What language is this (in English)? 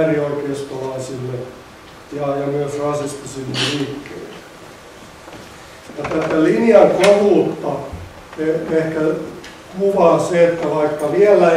Finnish